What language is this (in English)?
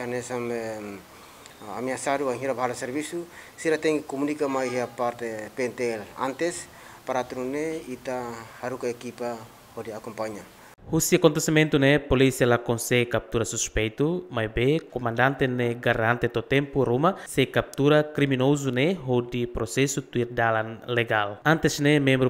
Tetum